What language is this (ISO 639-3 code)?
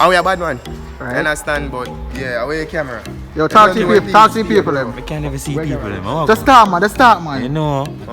jam